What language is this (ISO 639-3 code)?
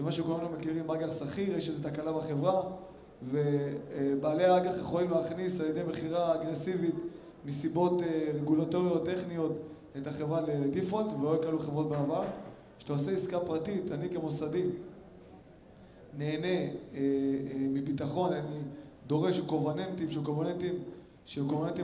heb